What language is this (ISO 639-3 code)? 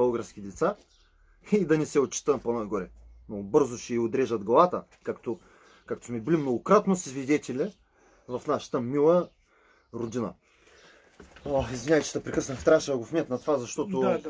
bul